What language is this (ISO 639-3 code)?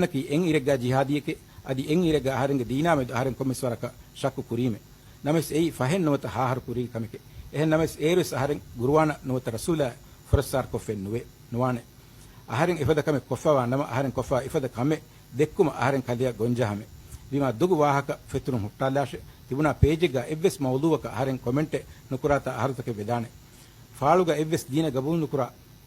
div